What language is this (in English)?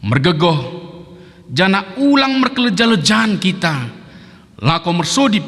Batak Dairi